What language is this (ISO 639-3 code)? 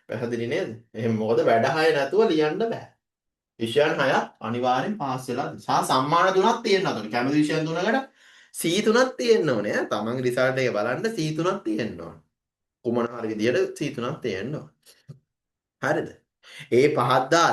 sin